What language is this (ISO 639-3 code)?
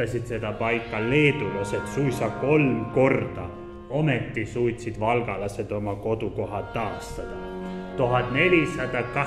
est